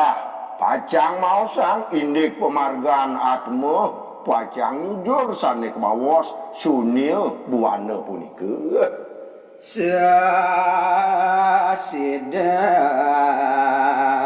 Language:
Balinese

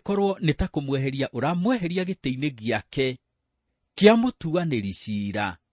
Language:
Kikuyu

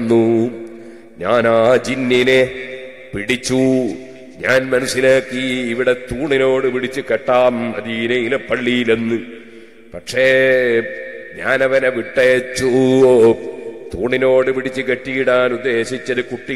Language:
Malayalam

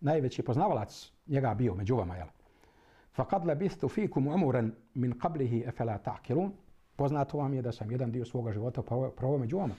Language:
Bosnian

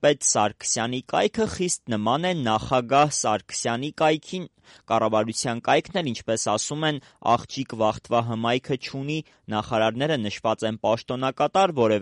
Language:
Armenian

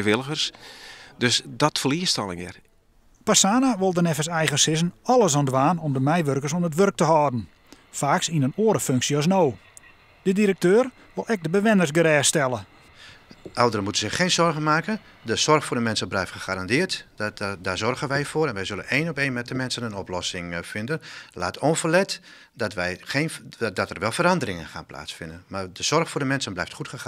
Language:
Western Frisian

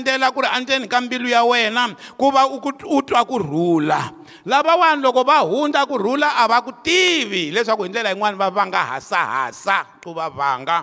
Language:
Tsonga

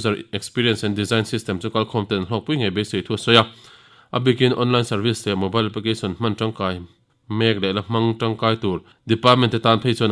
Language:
Mizo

